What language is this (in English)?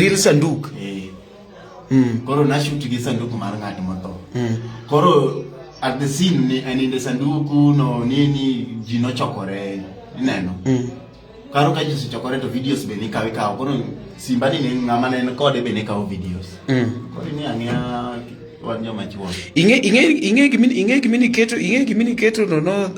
Luo (Kenya and Tanzania)